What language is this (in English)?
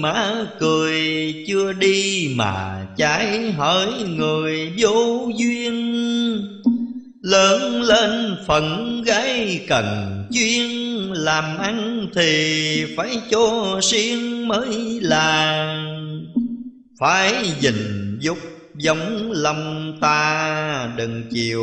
Vietnamese